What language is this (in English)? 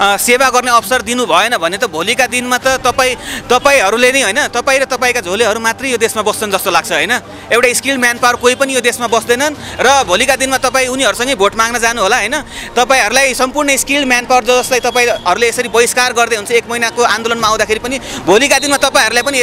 Nepali